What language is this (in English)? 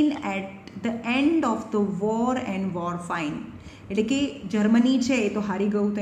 Gujarati